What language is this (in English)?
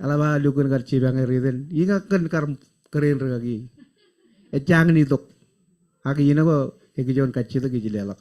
Marshallese